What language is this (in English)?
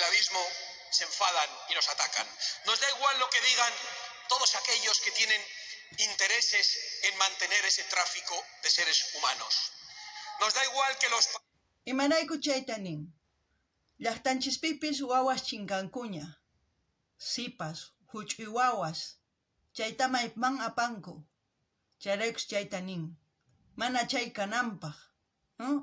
South Bolivian Quechua